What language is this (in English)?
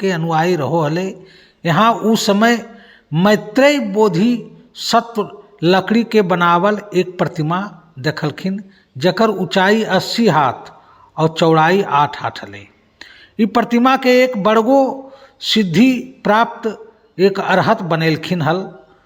Magahi